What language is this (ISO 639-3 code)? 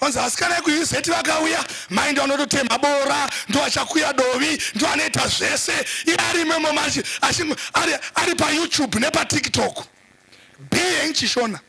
sna